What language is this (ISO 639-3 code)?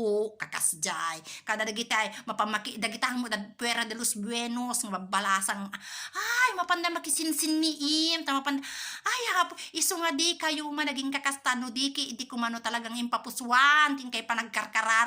ilo